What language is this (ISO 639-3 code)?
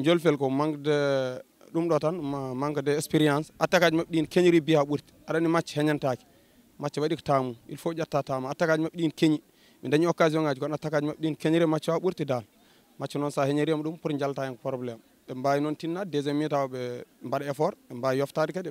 ful